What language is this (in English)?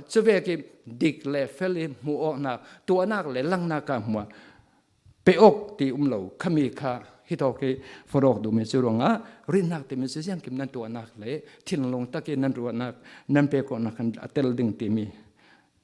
Falam Chin